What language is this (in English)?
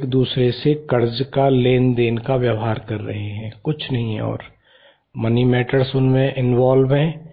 Hindi